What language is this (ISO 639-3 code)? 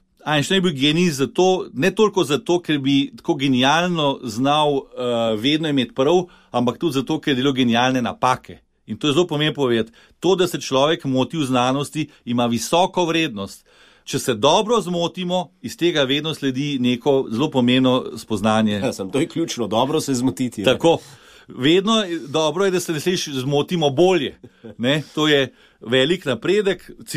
slv